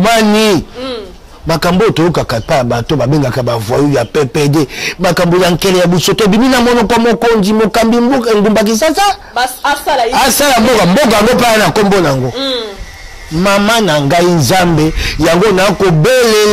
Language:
Lingala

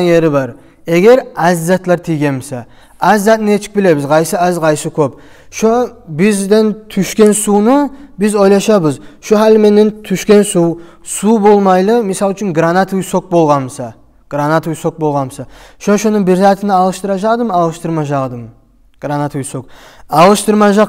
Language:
Kumyk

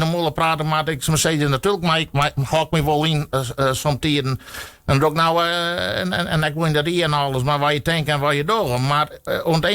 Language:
Western Frisian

